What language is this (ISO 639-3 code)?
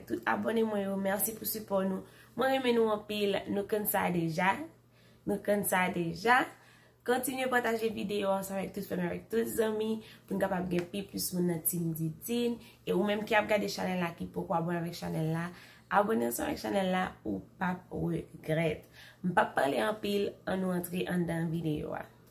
hat